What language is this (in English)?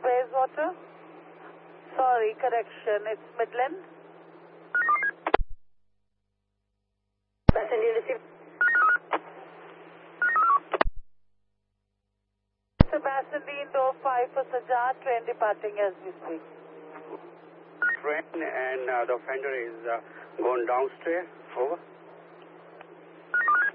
English